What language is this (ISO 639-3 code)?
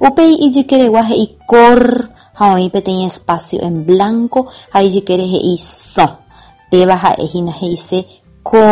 grn